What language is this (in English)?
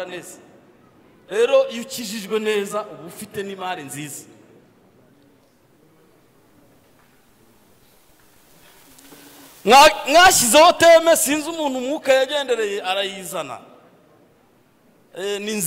Kinyarwanda